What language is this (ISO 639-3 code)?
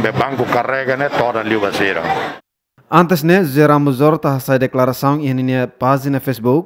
tet